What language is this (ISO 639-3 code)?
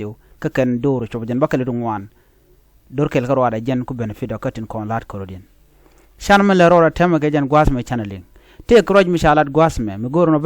nus